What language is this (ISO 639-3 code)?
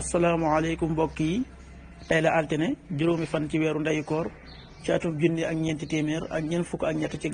wol